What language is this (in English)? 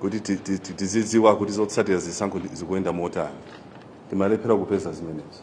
Nyanja